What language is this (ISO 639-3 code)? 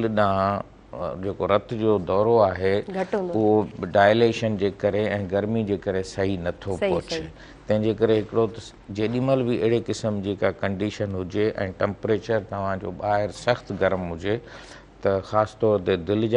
snd